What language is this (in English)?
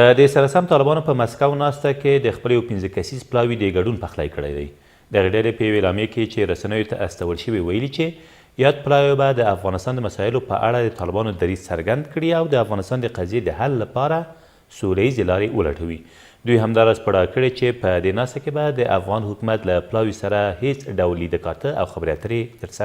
Pashto